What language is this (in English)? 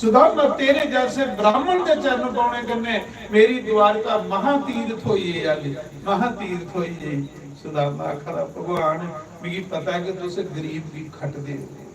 Dogri